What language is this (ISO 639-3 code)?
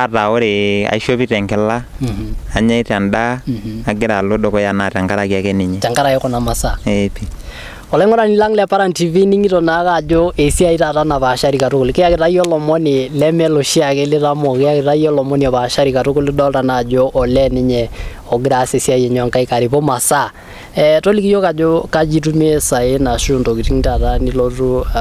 mas